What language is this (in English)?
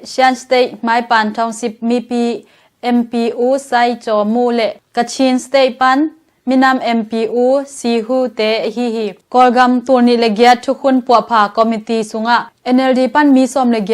Tedim Chin